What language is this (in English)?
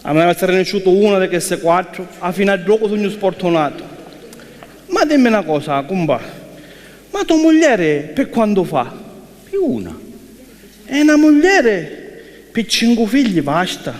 Sicilian